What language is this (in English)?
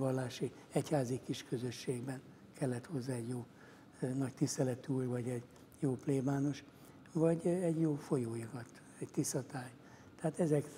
Hungarian